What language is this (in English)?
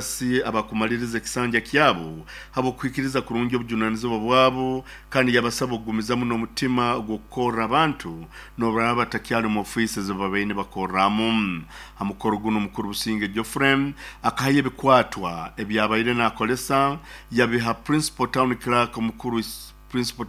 Nyoro